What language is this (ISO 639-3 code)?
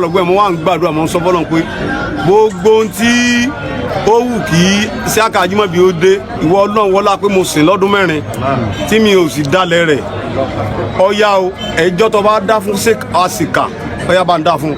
yor